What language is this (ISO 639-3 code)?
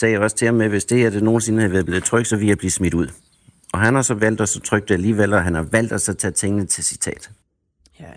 dan